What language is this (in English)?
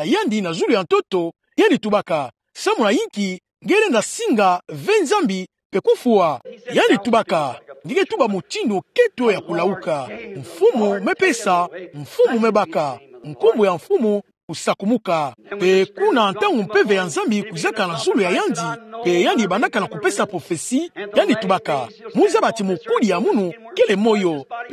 Kituba (Democratic Republic of Congo)